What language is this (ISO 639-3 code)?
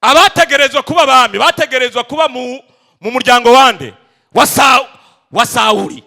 run